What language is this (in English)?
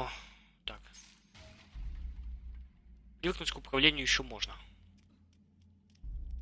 Russian